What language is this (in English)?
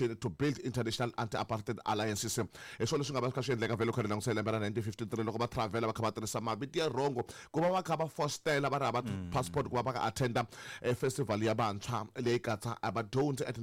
Tsonga